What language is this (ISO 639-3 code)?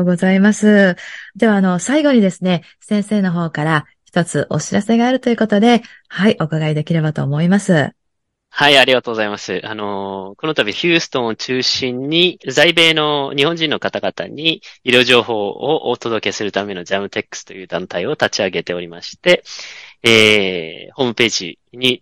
jpn